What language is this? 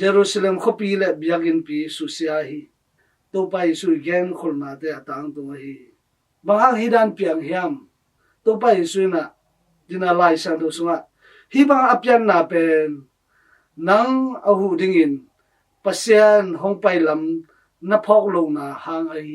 Tedim Chin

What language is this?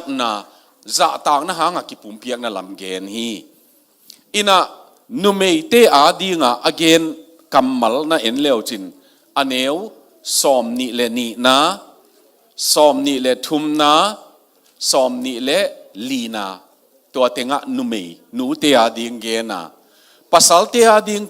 Tedim Chin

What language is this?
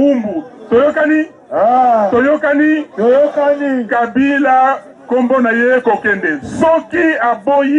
Lingala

